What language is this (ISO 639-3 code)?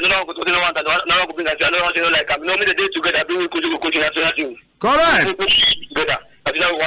wes